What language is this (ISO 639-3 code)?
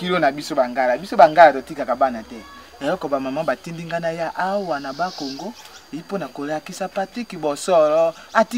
lin